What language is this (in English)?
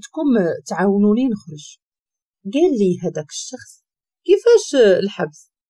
Moroccan Arabic